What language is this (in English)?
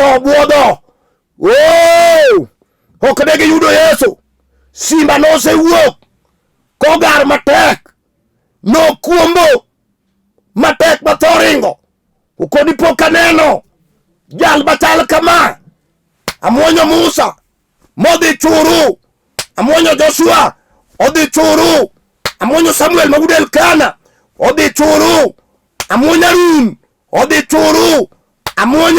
Luo (Kenya and Tanzania)